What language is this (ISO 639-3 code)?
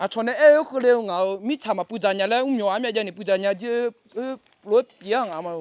ahk